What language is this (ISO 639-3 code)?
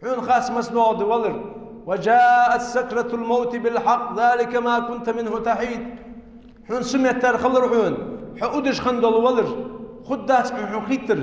inh